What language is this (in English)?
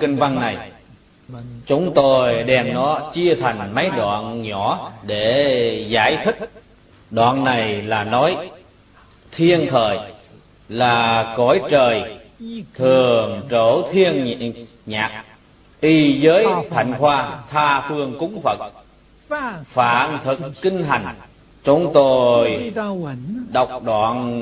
Vietnamese